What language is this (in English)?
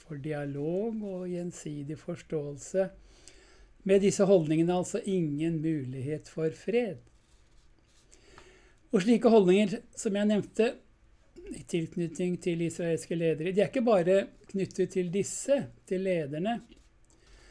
Norwegian